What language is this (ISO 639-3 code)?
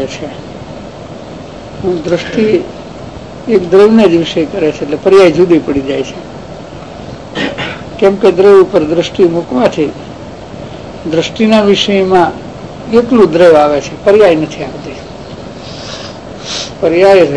guj